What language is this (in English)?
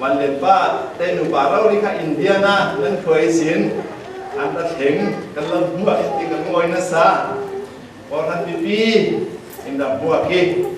Falam Chin